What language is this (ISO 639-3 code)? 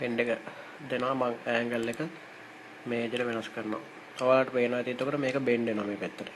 sin